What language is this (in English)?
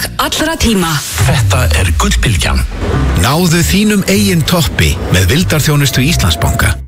Icelandic